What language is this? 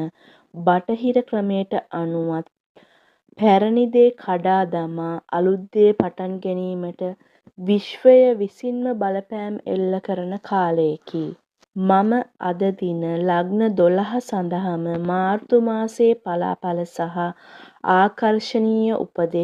Sinhala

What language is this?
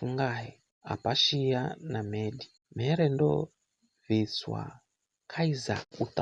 Giryama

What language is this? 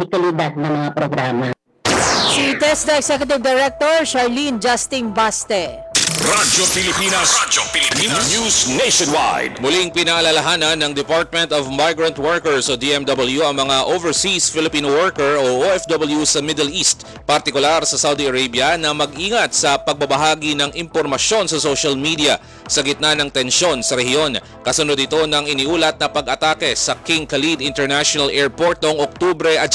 Filipino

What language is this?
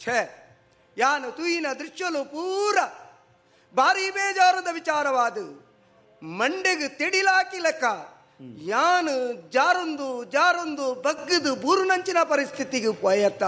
Tulu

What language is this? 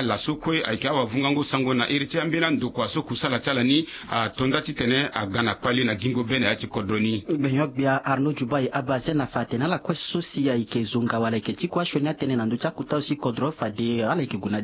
Sango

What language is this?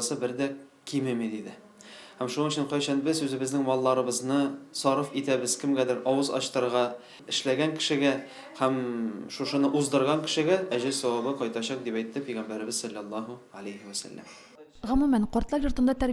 Tatar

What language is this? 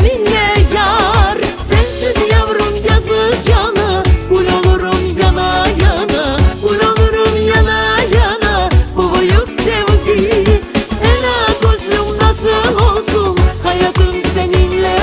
Crimean Tatar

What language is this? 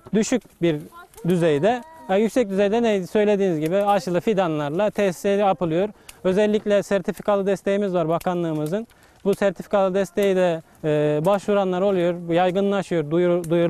Turkish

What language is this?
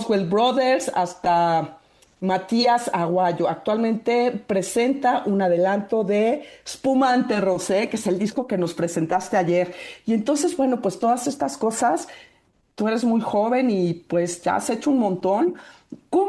Spanish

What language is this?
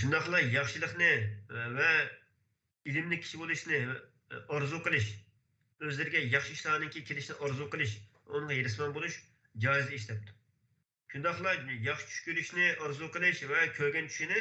Uyghur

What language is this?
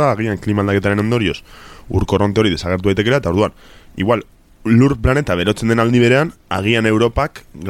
Basque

